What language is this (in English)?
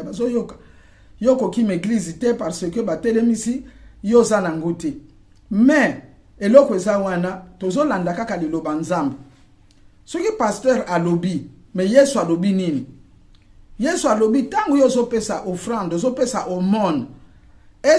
Lingala